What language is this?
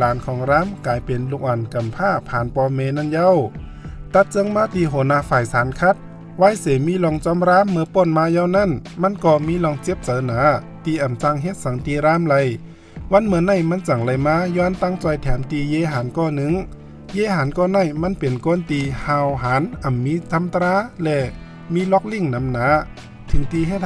Shan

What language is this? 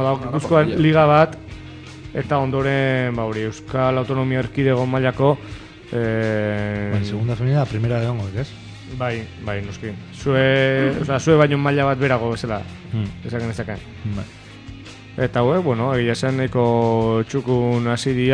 Basque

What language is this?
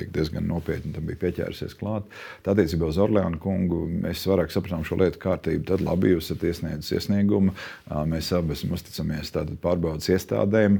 Latvian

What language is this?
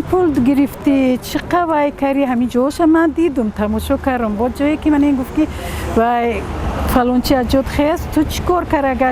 Tajik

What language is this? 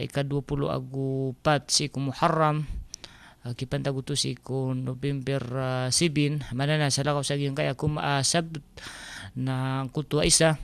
Maranao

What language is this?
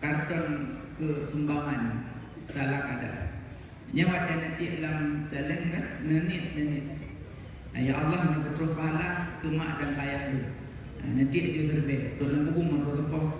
Achinese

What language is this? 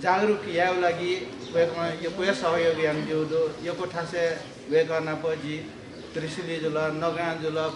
Newari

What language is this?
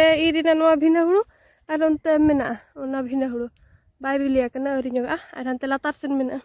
Santali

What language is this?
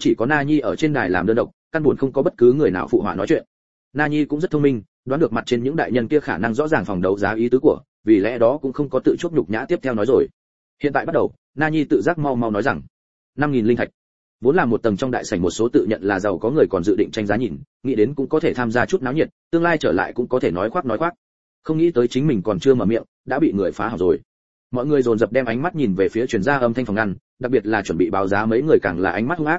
Vietnamese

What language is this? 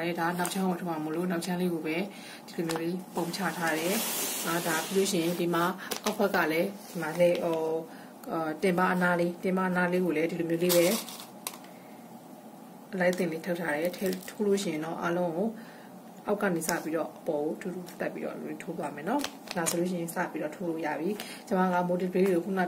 Burmese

